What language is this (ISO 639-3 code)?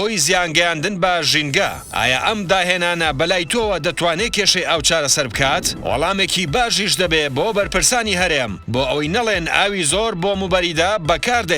ckb